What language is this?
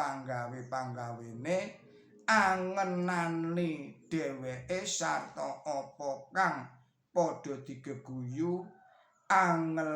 Javanese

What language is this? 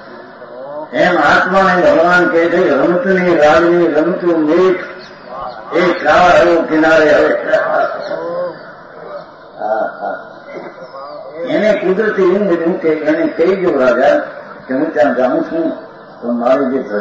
Gujarati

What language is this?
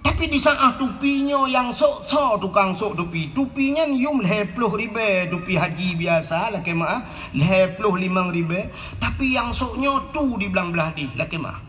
Achinese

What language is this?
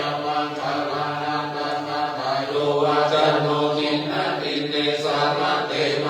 Pali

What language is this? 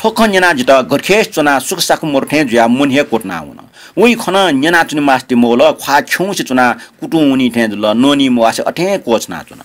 Newari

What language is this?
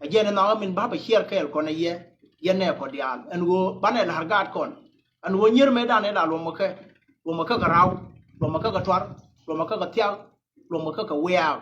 Nuer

